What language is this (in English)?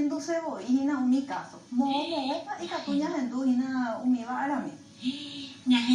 Guarani